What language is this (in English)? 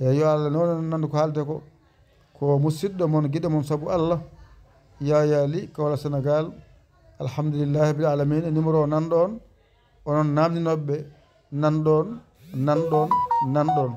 Fula